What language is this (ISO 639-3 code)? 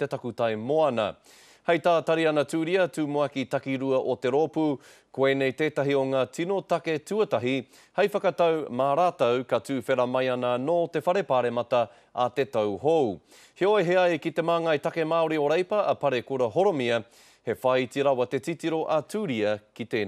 mri